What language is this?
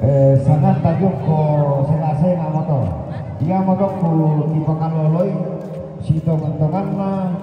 Toraja-Sa'dan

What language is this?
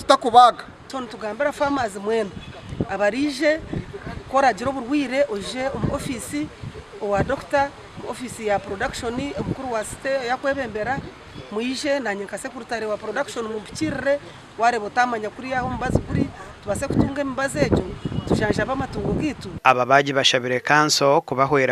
Nyankole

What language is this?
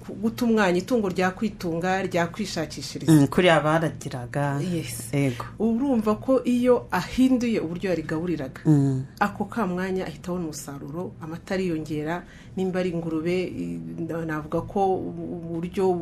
Kinyarwanda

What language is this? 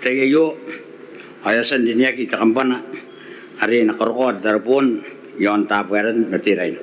Gilbertese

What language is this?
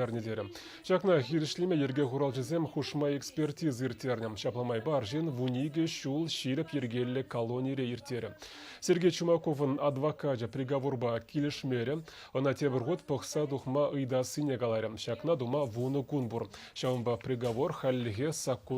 Chuvash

